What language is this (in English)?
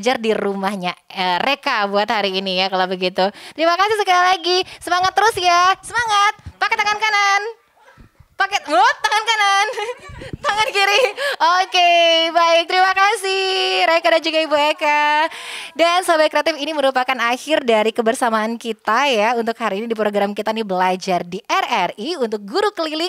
Indonesian